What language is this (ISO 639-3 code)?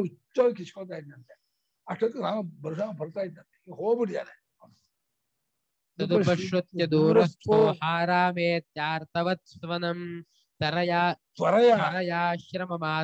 kan